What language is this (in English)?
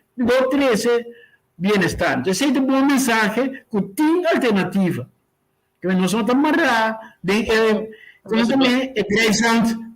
Papiamento